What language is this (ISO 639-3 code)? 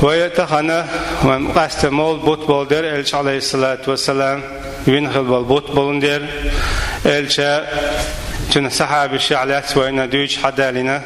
che